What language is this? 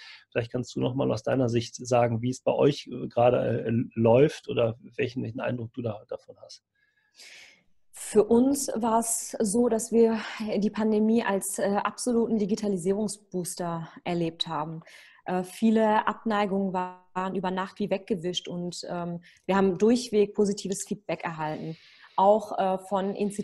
German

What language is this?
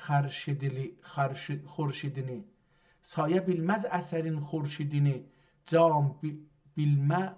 South Azerbaijani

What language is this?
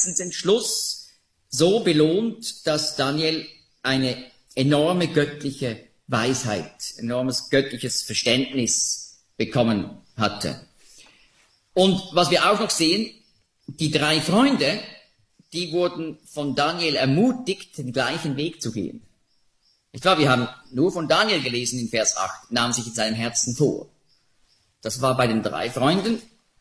German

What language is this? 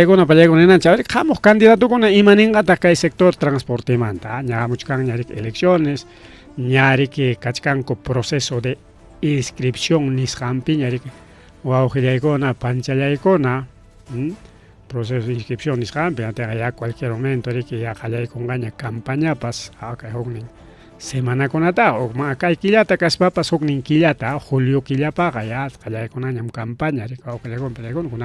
Ayacucho Quechua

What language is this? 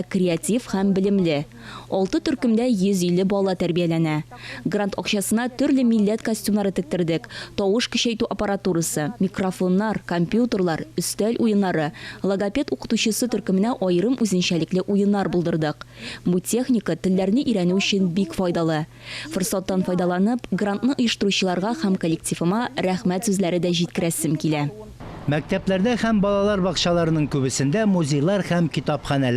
Tatar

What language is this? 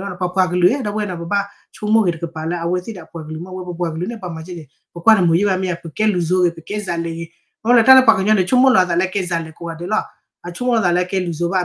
S'gaw Karen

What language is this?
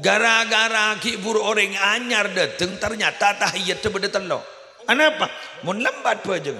Madurese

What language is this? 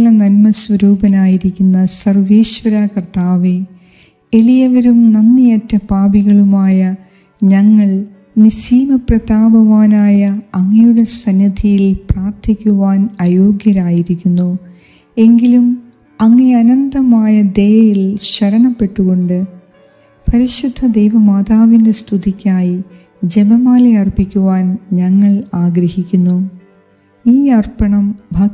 Malayalam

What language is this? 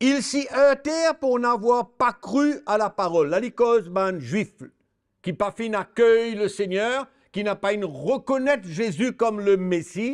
Morisyen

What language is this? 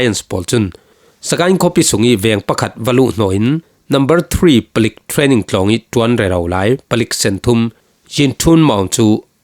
Falam Chin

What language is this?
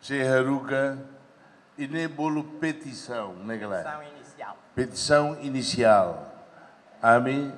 Tetum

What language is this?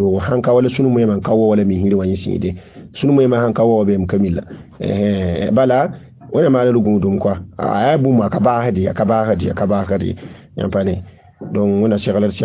Mossi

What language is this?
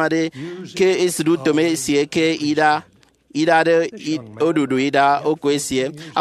Efik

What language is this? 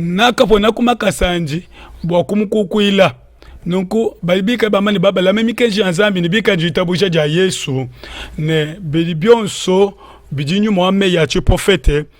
Luba-Lulua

